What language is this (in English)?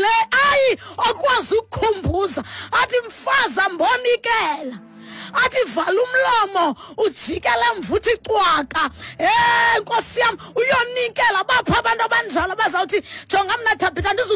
Xhosa